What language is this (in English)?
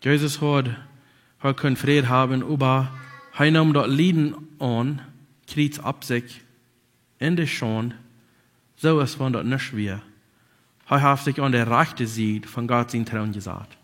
Plautdietsch